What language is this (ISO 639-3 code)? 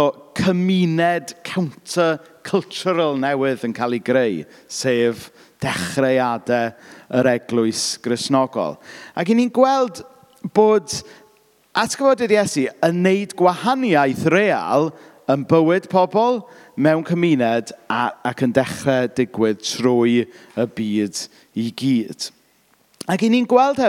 cym